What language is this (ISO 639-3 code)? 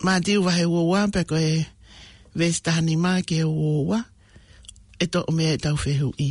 ton